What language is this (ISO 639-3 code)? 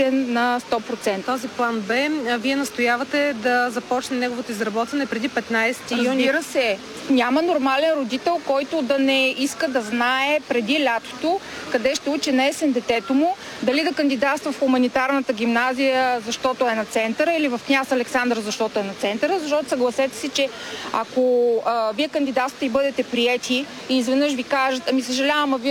bul